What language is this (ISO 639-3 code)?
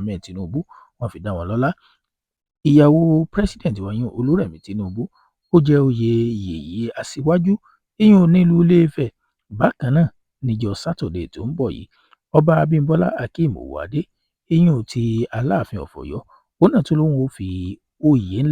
yor